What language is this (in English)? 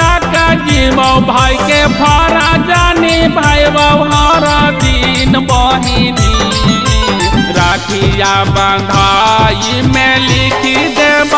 Bhojpuri